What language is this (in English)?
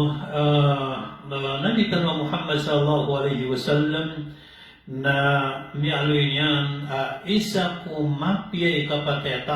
Maranao